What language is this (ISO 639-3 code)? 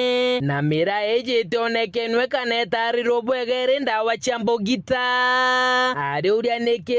mer